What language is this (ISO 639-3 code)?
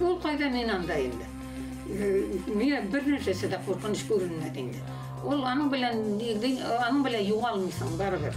bak